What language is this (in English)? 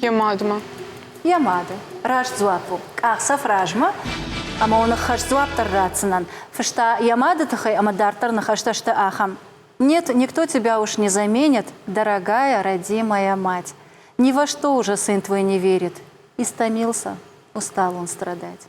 Ossetic